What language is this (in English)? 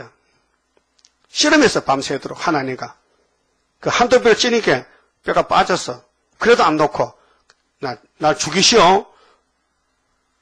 Korean